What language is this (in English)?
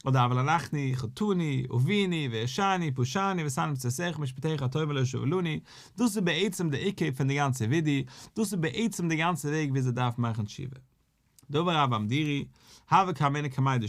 Yiddish